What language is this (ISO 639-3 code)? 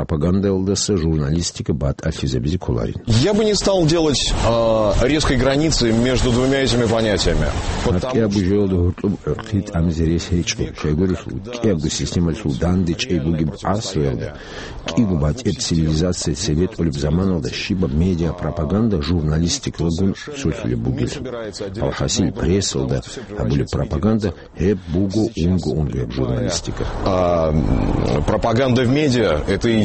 ava